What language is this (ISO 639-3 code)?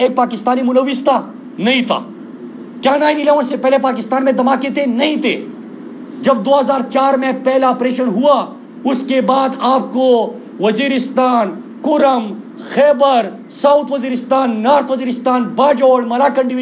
urd